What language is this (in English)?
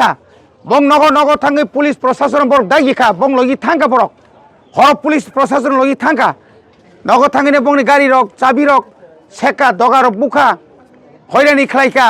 Kok Borok